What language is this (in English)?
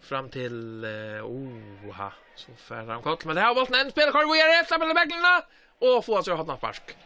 Faroese